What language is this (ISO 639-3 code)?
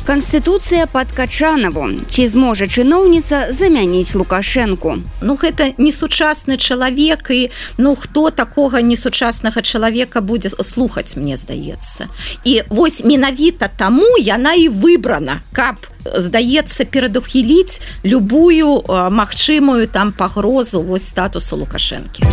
bel